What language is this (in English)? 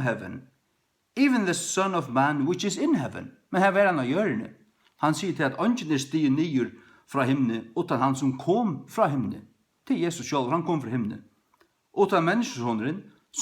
Faroese